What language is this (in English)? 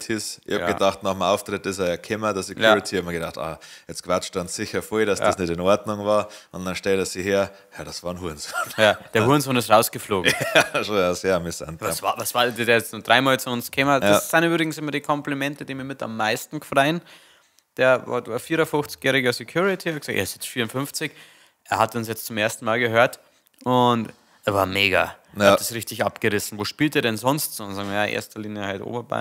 Bavarian